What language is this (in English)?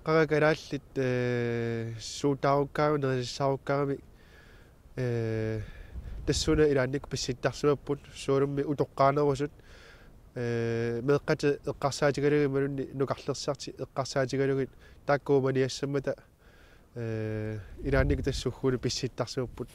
Kalaallisut